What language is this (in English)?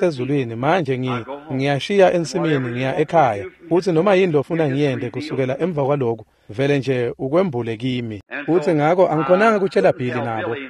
Swati